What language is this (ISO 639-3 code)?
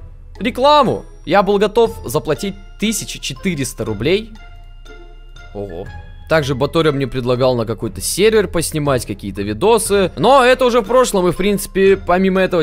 rus